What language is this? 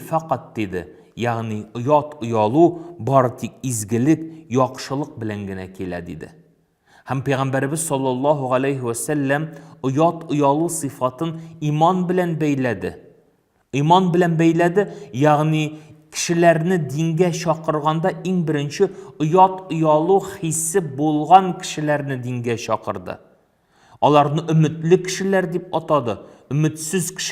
Tatar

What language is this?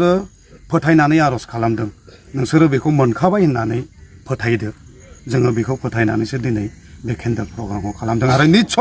Bodo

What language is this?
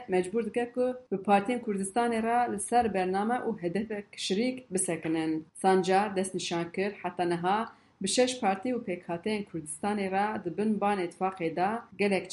Kurdish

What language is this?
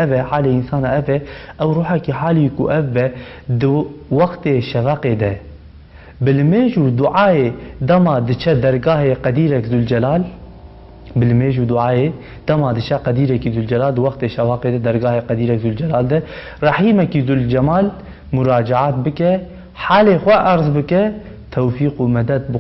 Kurdish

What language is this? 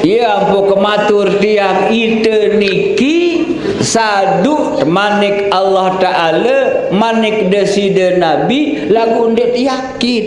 Sasak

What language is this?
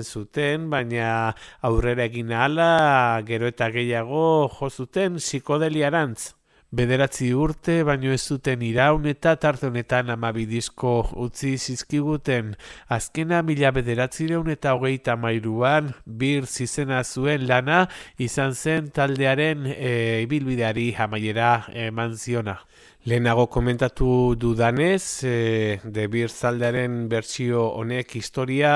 Basque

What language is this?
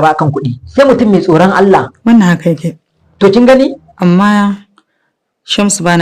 Hausa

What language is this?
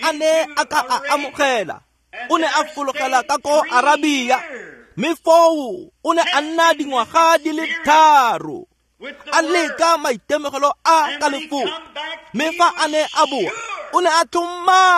Tswana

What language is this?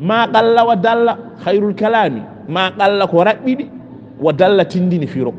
Fula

